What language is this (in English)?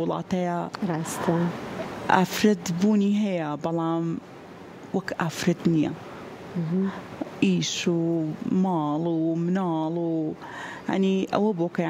Central Kurdish